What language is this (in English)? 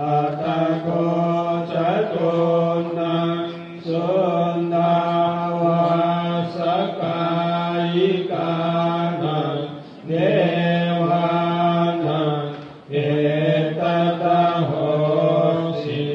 Pali